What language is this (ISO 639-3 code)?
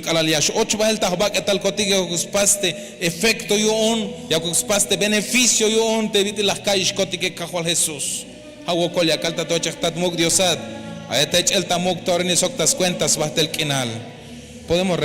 tzh